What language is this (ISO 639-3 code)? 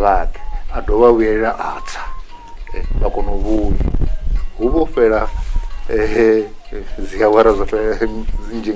ven